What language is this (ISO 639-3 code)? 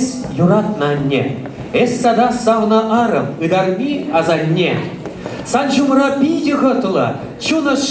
chv